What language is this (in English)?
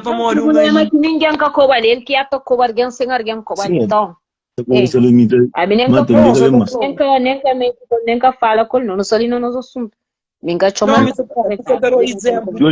Kabuverdianu